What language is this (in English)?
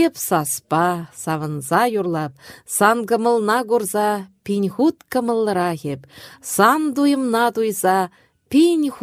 Chuvash